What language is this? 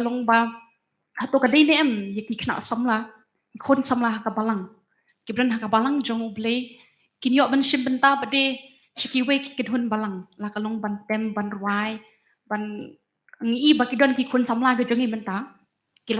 Khasi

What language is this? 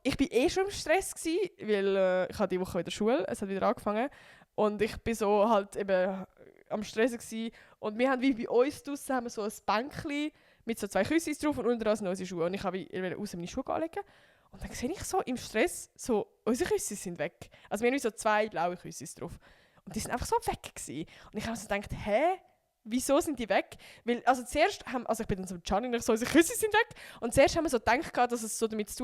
Swiss German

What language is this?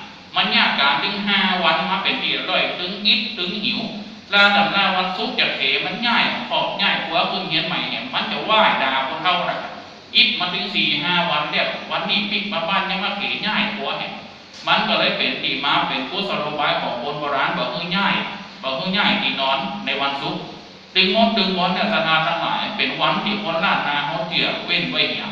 Thai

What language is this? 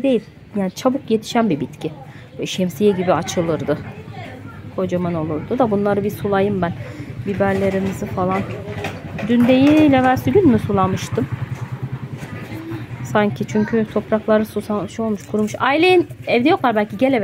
Turkish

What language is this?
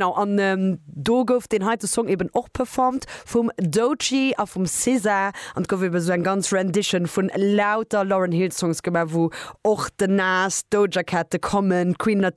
Luxembourgish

